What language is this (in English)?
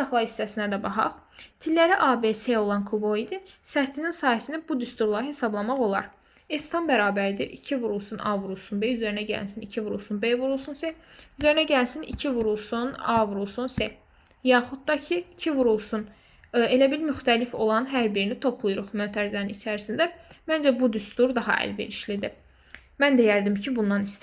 Azerbaijani